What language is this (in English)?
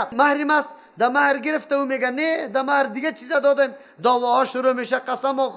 Persian